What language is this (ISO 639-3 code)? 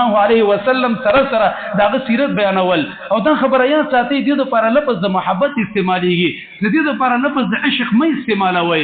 pus